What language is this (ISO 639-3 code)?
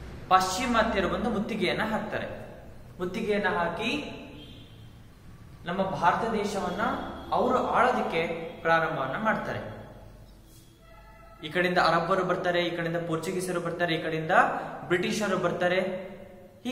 kan